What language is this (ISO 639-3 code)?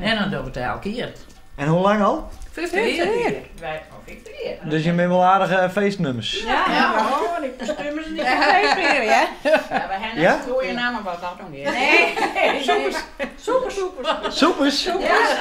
fry